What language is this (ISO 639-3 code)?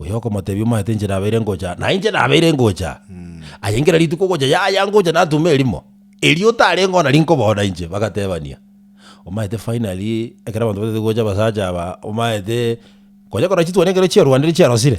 guz